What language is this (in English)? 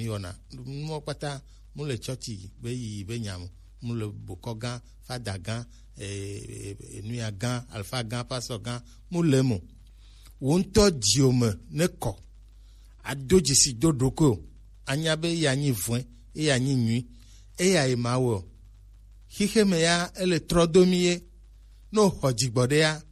Gen